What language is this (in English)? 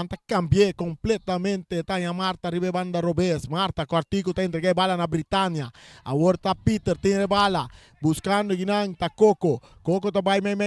Papiamento